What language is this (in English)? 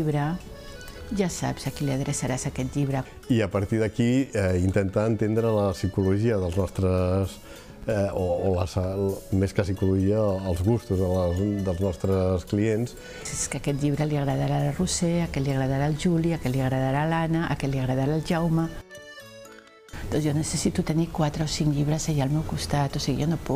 Catalan